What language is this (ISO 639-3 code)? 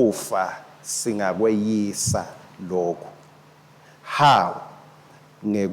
ssw